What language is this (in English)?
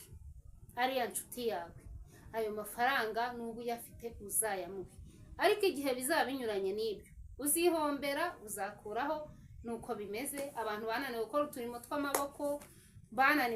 Kinyarwanda